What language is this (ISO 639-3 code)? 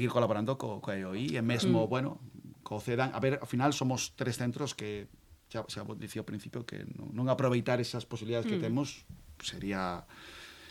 glg